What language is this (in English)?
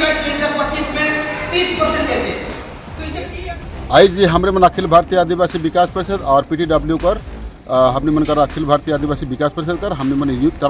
Sadri